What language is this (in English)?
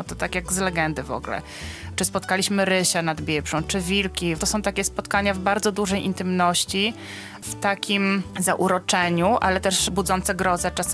Polish